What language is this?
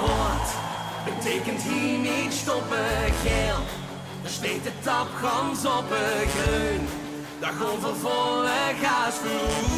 Limburgish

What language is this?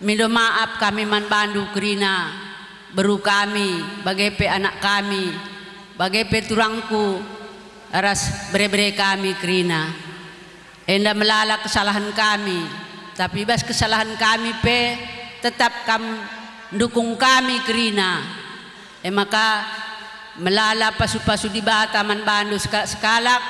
Batak Karo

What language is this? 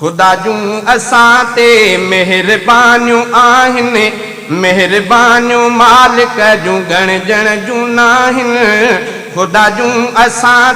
Sindhi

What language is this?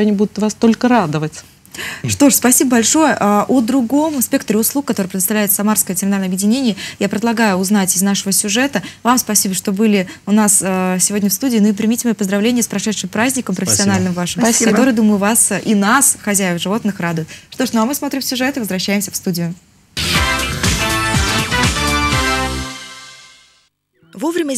Russian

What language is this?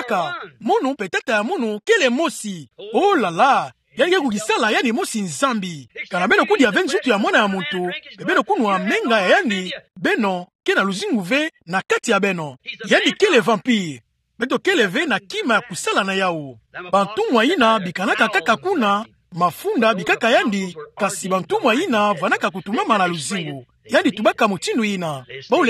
Kituba (Democratic Republic of Congo)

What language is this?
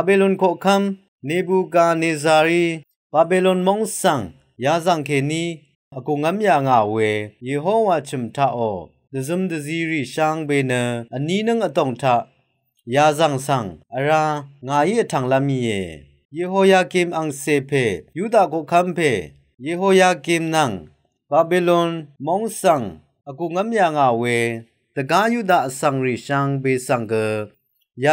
Rawang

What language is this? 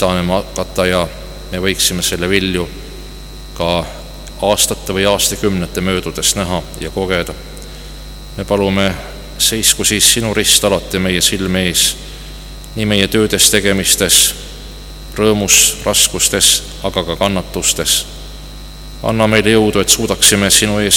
Estonian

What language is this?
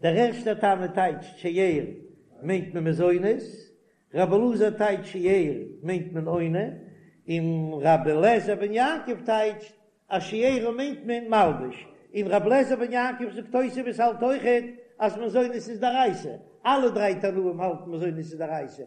Yiddish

